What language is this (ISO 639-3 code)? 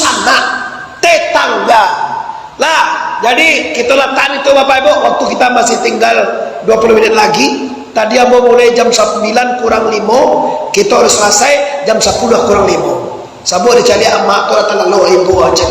min